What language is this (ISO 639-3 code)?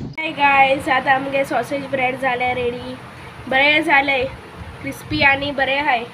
kok